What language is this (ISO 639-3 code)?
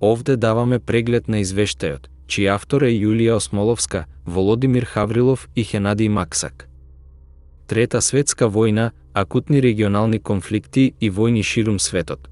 mkd